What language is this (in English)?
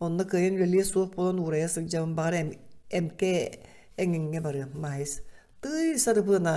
Yakut